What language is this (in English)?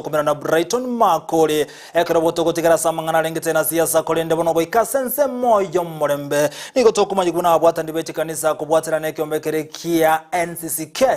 Gusii